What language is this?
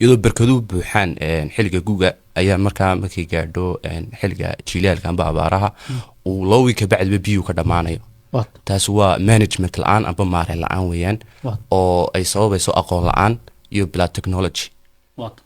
Somali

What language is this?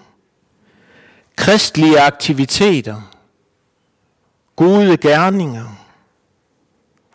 Danish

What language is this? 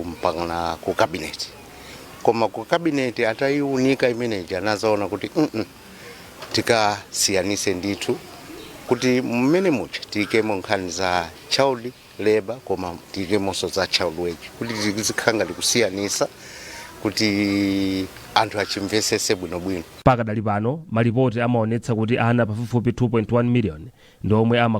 Nyanja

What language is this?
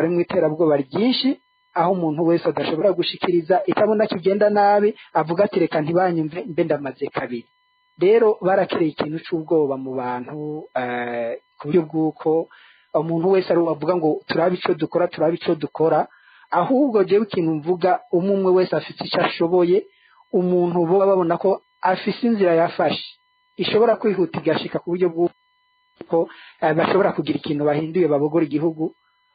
Rundi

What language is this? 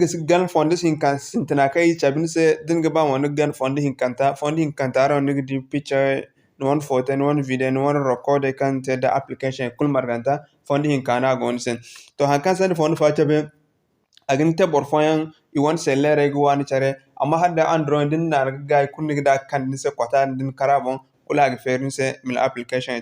Zarma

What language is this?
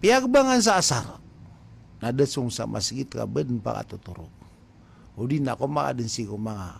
Maranao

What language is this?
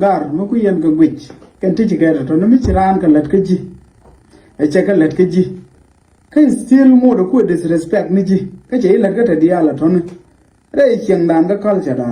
Nuer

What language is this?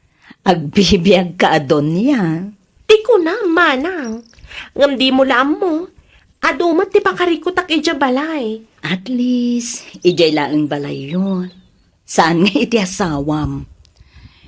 Iloko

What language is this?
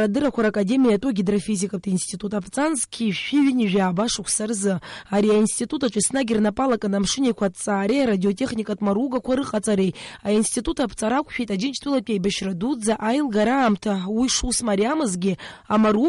Abkhazian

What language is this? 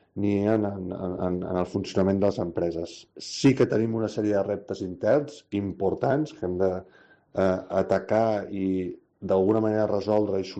Catalan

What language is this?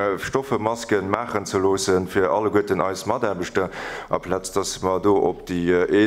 Luxembourgish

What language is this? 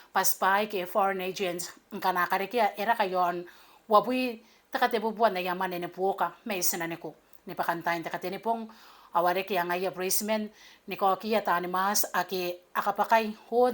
Gilbertese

